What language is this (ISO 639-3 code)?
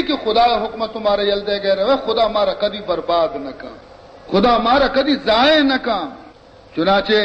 bal